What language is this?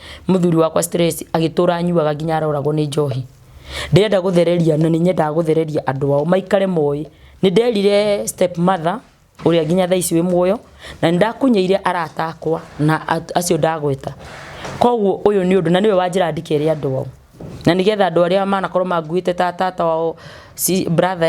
Kikuyu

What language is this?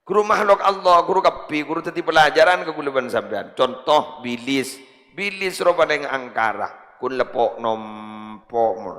Madurese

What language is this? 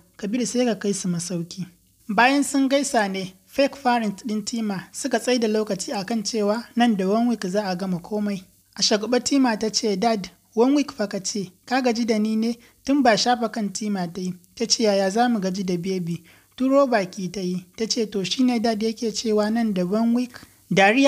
Hausa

